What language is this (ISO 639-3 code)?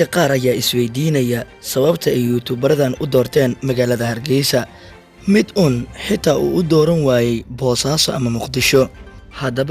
som